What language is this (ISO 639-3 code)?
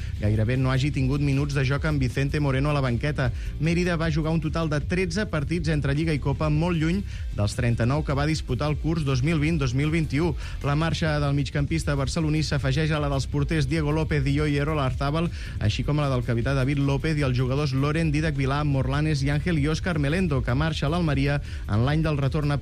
cat